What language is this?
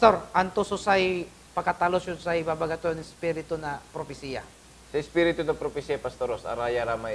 Pangasinan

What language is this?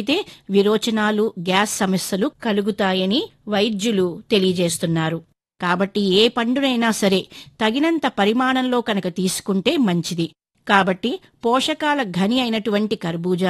Telugu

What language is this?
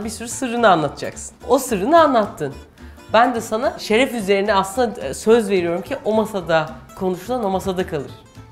Turkish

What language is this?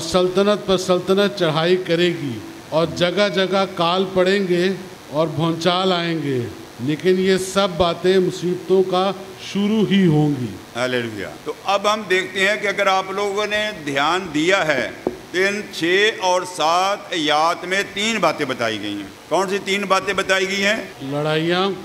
Urdu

